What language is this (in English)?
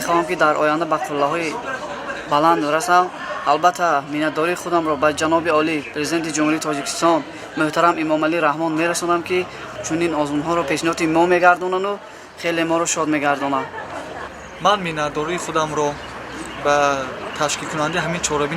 Tajik